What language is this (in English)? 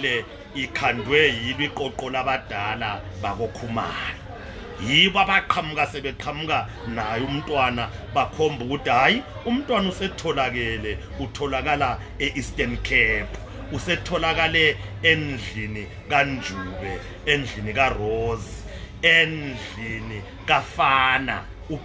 North Ndebele